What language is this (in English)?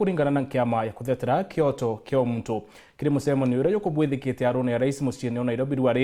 Meru